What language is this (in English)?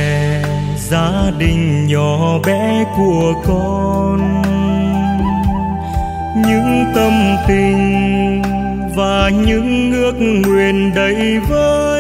Vietnamese